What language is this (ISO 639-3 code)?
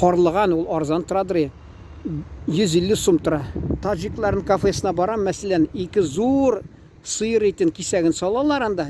tat